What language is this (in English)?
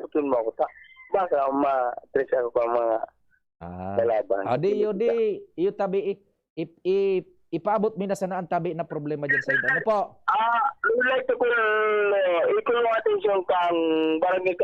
Bikol